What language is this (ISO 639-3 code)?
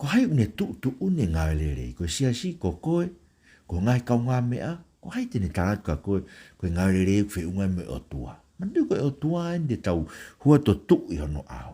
ton